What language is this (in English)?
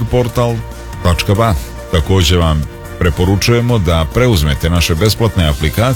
Serbian